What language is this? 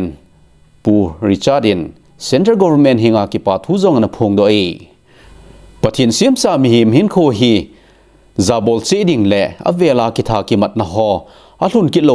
Thado Chin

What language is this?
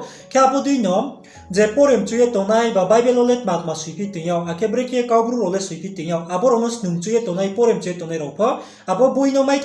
Riang (India)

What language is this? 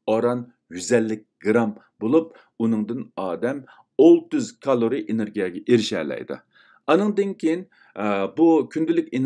Uyghur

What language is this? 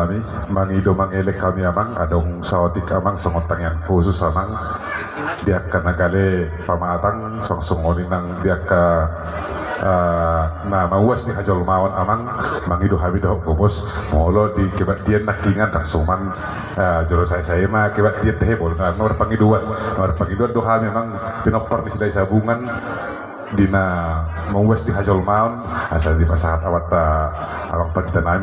Batak Toba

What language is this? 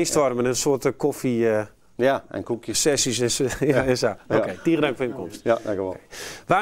Western Frisian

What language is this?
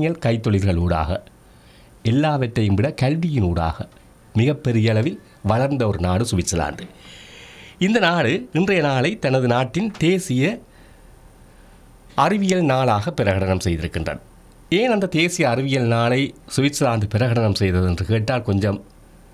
Tamil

